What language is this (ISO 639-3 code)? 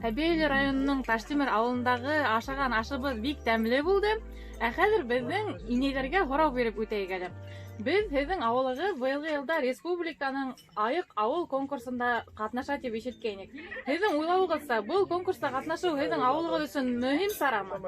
bak